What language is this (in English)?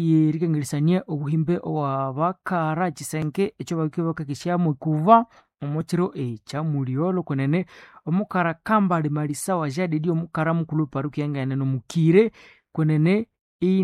Nande